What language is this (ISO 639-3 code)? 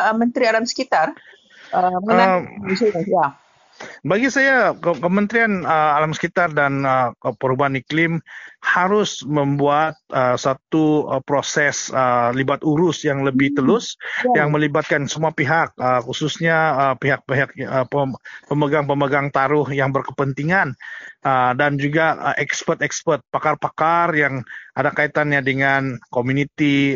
msa